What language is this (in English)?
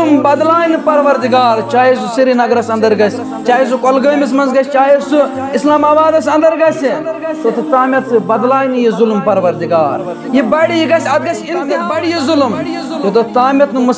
Kashmiri